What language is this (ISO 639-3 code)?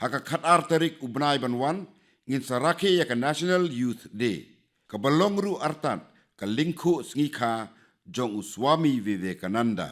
kha